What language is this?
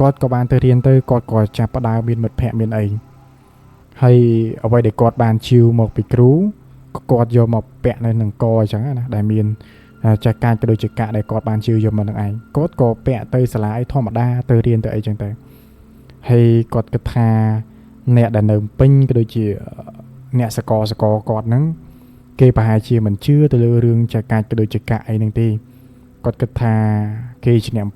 Khmer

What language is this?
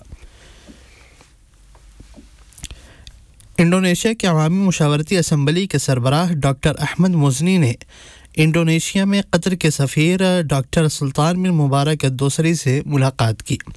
Urdu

